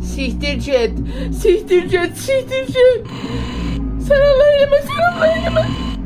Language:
South Azerbaijani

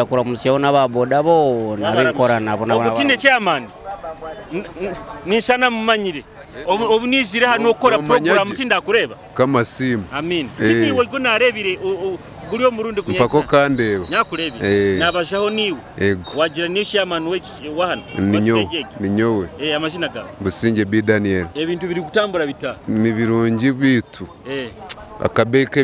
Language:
Nyoro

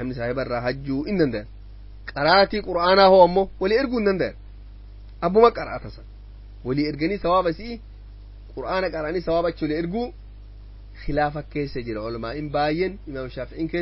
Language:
Oromo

